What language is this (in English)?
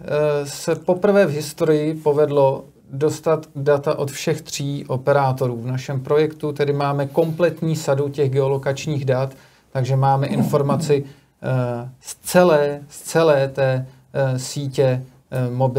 Czech